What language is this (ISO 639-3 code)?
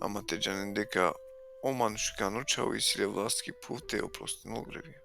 rmn